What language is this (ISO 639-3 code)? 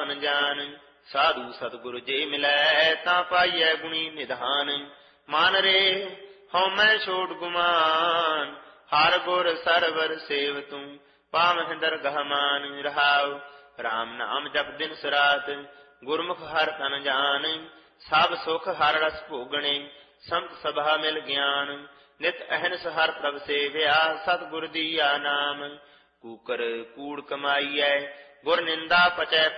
pan